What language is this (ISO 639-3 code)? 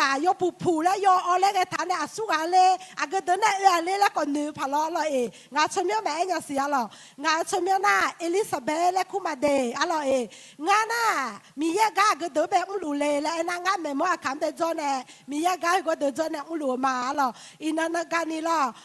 ahk